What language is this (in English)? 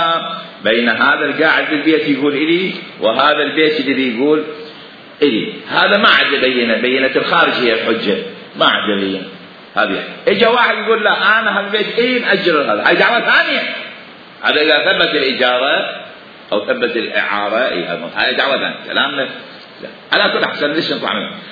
Mesopotamian Arabic